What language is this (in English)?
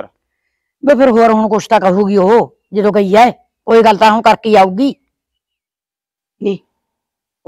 Punjabi